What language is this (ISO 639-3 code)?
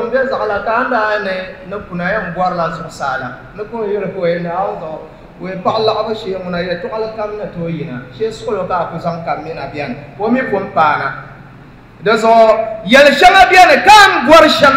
dag